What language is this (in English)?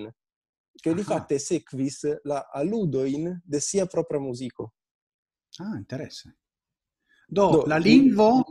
Esperanto